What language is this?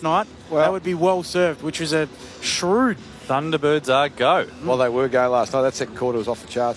English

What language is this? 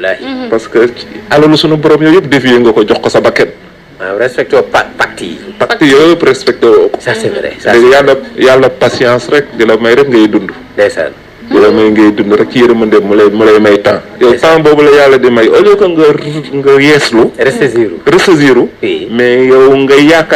Wolof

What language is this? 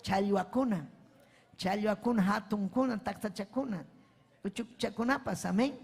Ayacucho Quechua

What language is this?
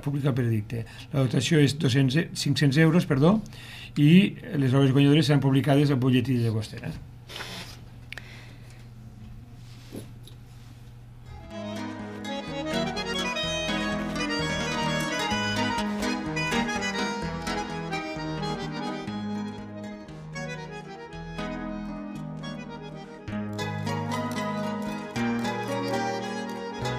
Catalan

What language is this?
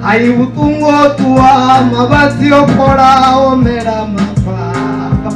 Venda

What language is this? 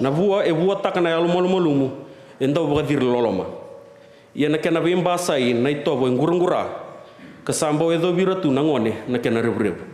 Fijian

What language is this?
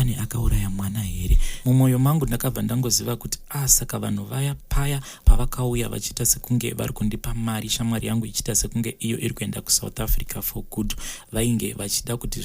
Shona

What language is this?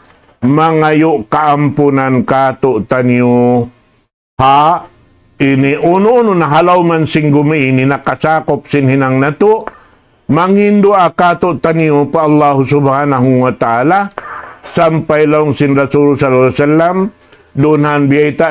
Tausug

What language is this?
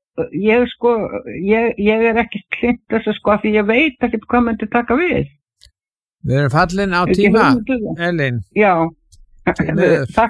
Icelandic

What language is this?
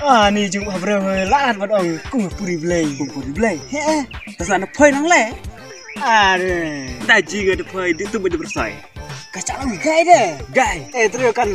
Khasi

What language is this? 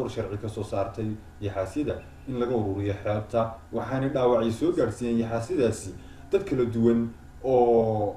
Somali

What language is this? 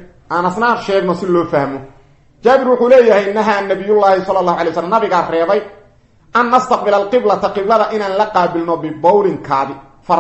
Somali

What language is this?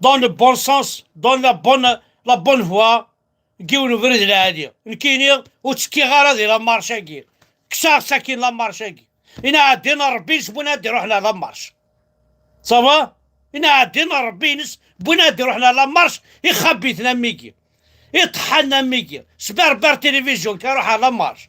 Kabyle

